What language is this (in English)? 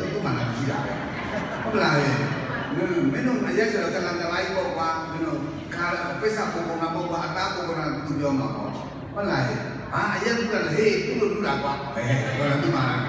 Burmese